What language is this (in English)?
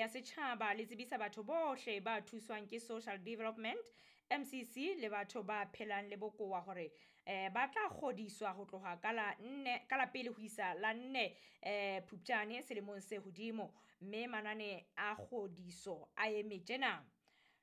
Southern Sotho